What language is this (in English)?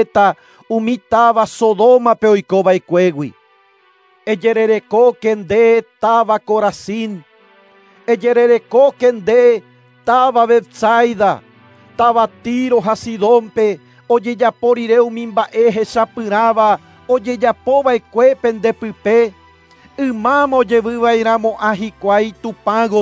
Guarani